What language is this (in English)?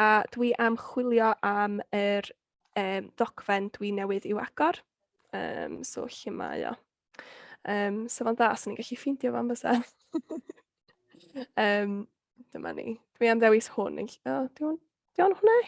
Welsh